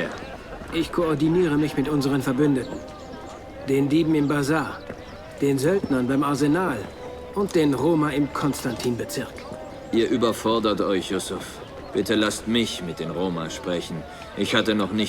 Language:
Bavarian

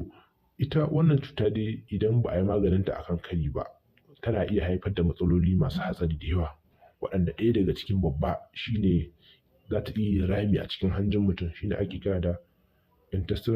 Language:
Hausa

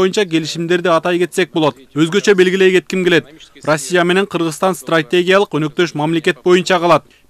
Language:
Kyrgyz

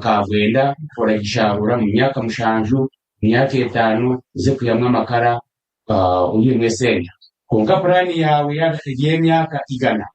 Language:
Nyankole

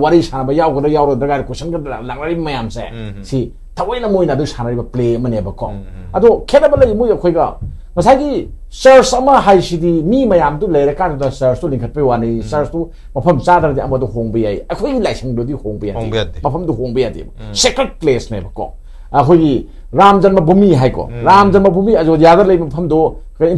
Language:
Manipuri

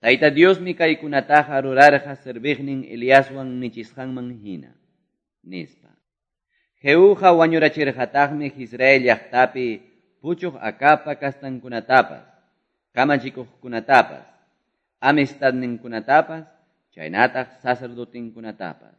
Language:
Quechua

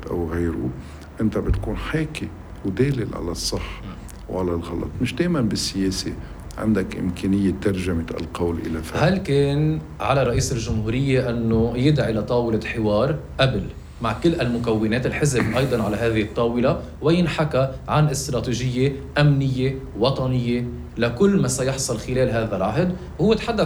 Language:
North Levantine Arabic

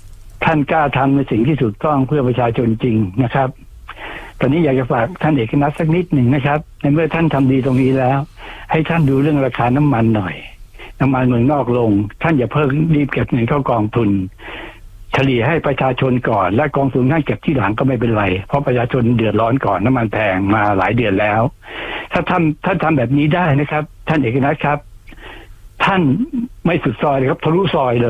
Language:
Thai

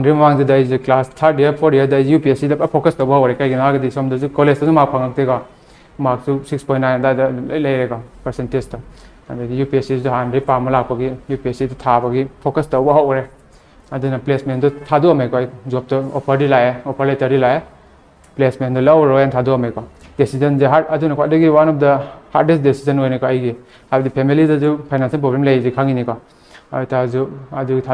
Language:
Manipuri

